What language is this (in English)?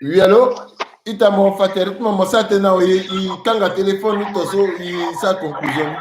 Sango